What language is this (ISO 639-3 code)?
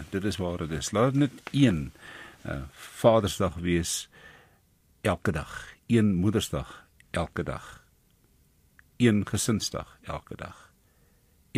afr